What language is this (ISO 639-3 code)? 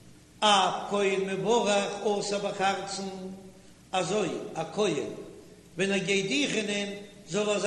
yid